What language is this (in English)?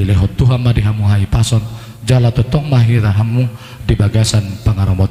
Batak Toba